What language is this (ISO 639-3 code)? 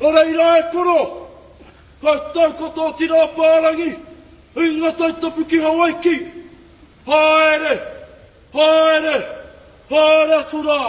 mri